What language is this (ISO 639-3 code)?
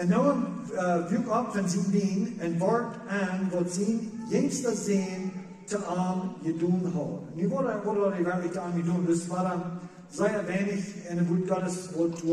pdt